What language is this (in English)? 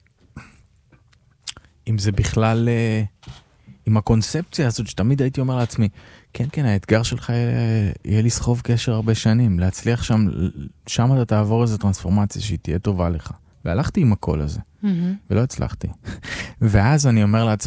Hebrew